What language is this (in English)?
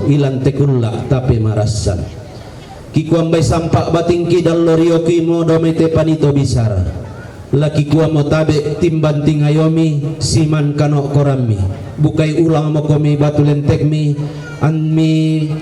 Toraja-Sa'dan